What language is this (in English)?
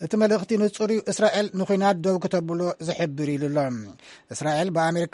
Tigrinya